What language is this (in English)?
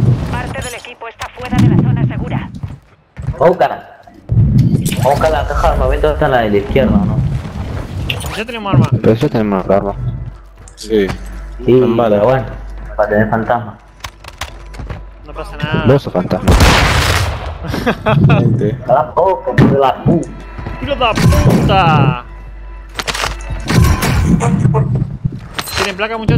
Spanish